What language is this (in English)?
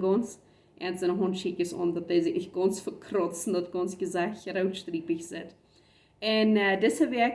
Plautdietsch